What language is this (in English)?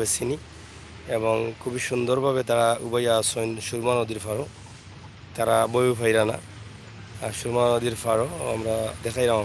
Sylheti